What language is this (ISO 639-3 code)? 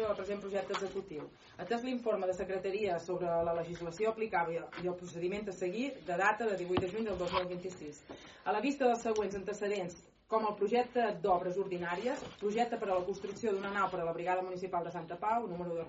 cat